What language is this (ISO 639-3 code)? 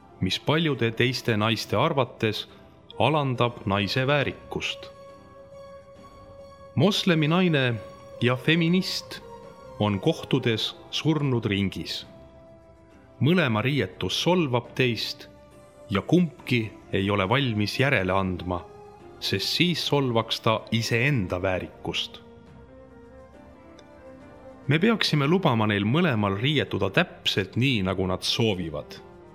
est